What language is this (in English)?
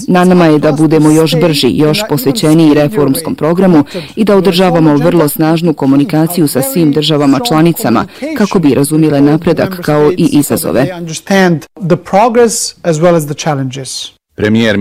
Bosnian